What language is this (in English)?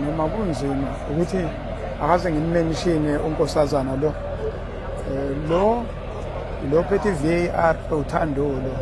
Zulu